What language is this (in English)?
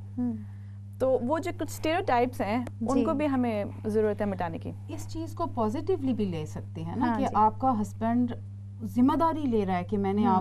Urdu